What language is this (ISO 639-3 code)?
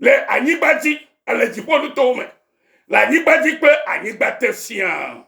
ewe